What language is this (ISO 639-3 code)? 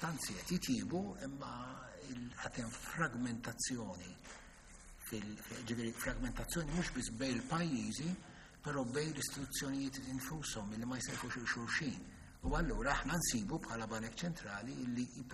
mlt